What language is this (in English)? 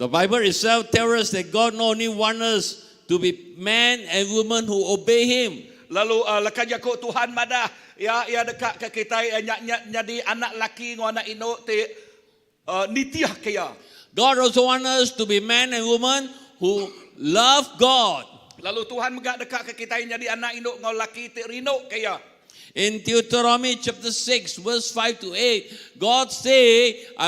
Iban